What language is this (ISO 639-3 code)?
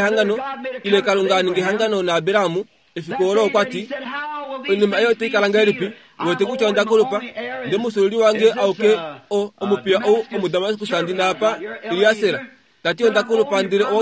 kua